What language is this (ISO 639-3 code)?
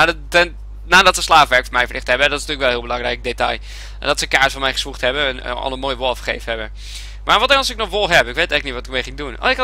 nld